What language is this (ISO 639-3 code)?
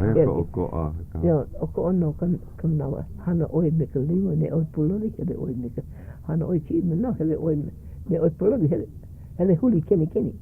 haw